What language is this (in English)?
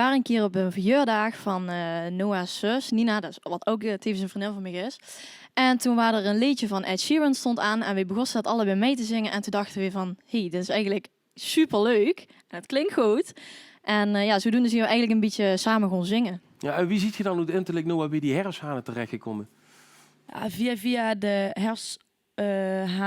Limburgish